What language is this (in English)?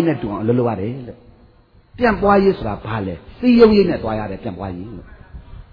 Burmese